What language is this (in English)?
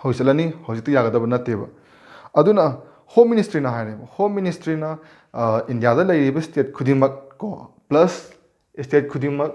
Manipuri